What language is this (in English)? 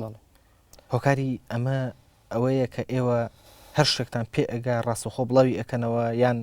Central Kurdish